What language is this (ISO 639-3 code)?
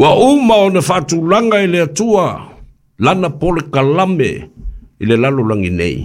smo